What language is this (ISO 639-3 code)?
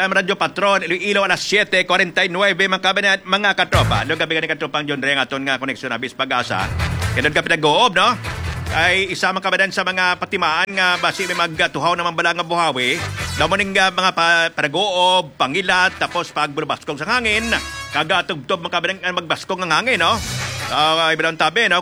hil